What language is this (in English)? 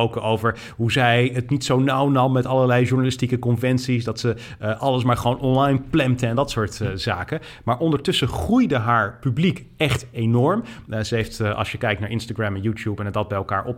Dutch